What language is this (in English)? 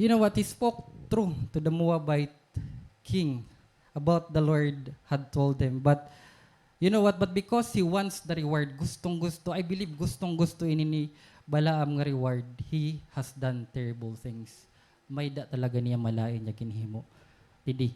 Waray